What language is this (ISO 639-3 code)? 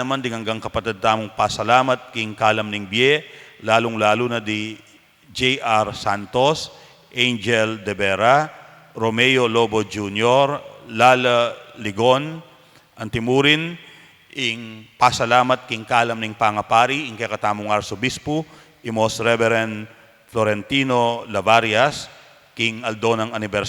pam